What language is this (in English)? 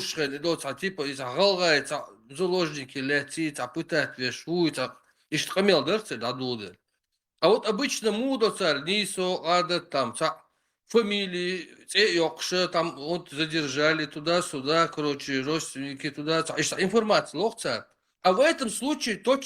Chechen